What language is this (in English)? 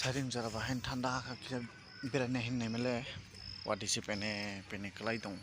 Kok Borok